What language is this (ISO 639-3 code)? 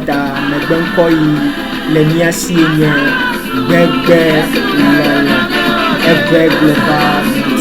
ewe